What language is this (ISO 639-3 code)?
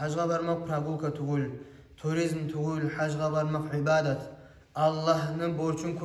kum